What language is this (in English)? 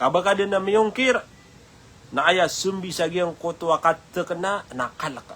Maranao